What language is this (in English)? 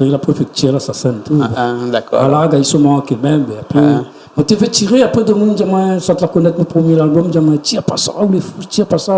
Réunion Creole French